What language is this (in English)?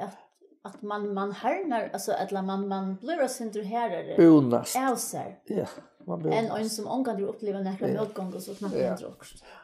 Faroese